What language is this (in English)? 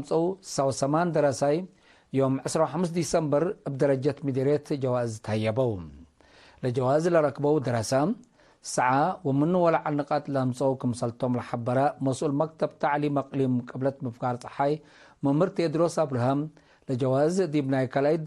Tigre